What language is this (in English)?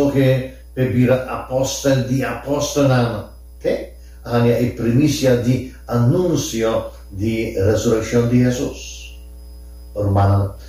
Papiamento